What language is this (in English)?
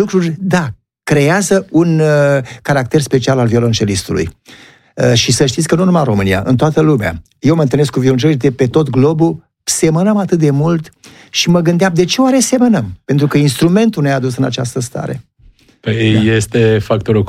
Romanian